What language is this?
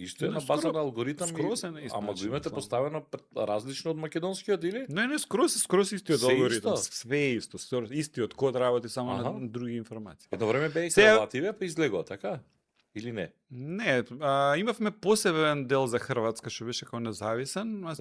Macedonian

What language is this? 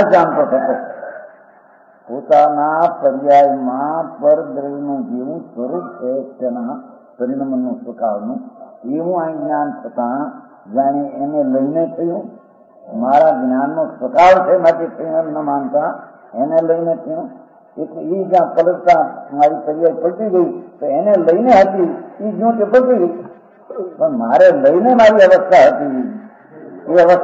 Gujarati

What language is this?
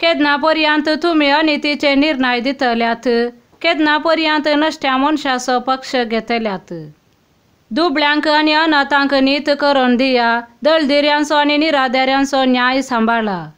Konkani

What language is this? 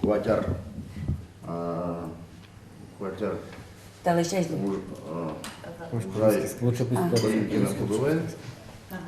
Udmurt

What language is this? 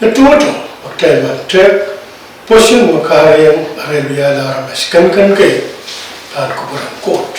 Pohnpeian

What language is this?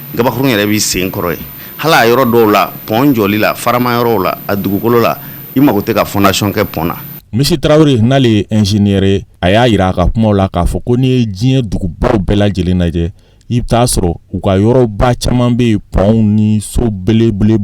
Bambara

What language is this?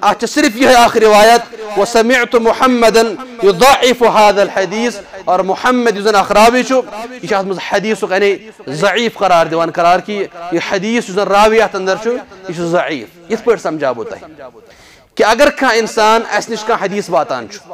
Kashmiri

